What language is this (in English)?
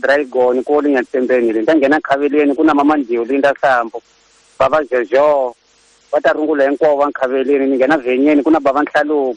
Tsonga